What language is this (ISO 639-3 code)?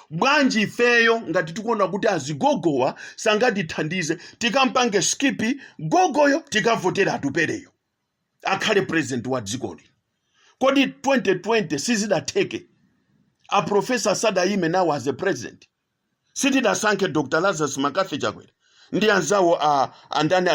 nya